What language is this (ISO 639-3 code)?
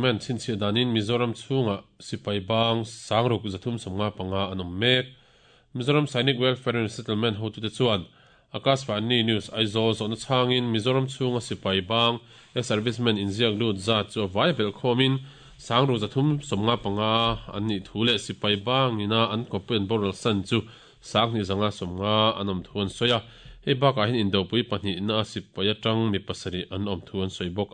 lus